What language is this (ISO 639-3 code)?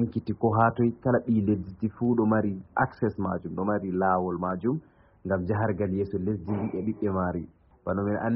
ful